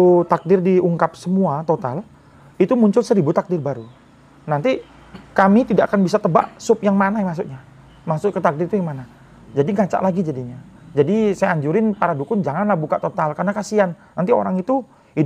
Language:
Indonesian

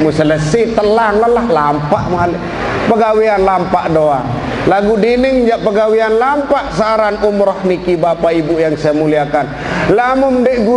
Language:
Sasak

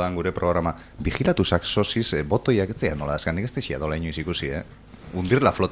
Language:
Basque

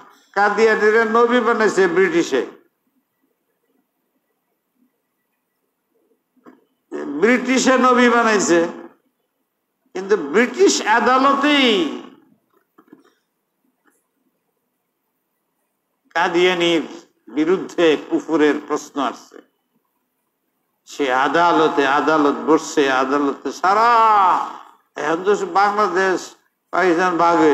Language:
Bangla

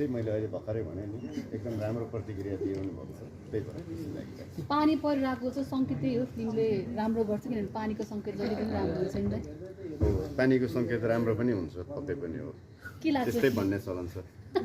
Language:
Nepali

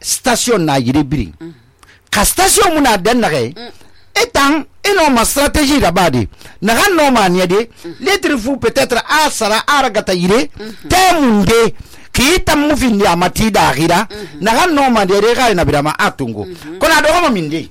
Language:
Susu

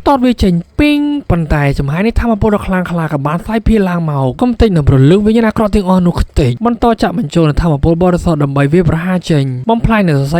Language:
Khmer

